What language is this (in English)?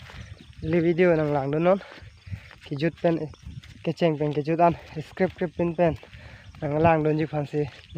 Karbi